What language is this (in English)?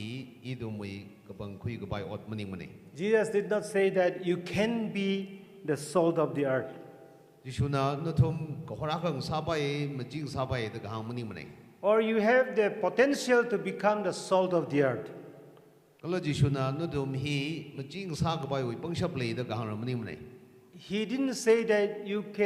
Tangkhul Naga (India)